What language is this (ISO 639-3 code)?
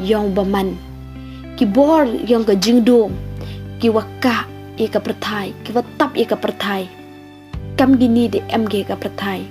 pbv